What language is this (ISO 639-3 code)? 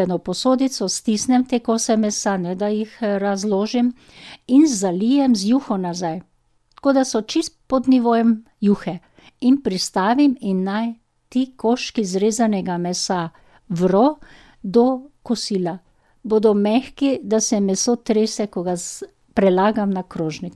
slv